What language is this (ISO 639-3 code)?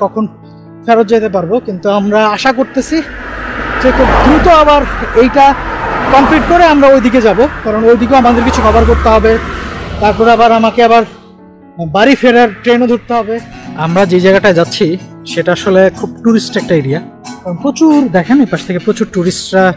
ben